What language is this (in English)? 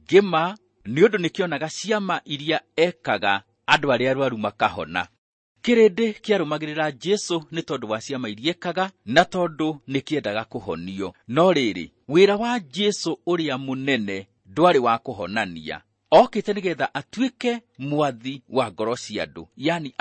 Kikuyu